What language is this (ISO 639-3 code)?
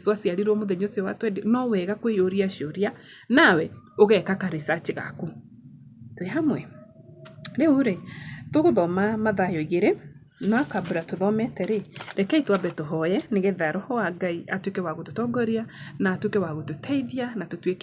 kik